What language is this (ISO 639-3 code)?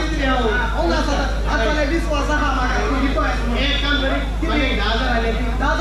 kok